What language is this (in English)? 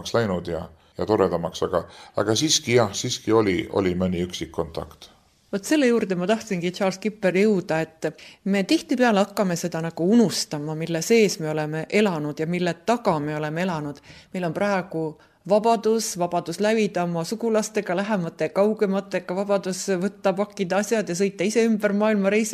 Estonian